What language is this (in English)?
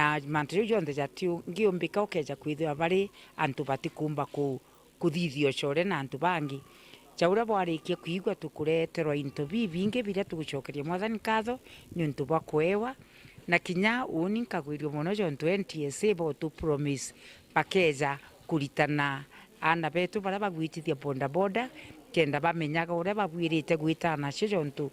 Meru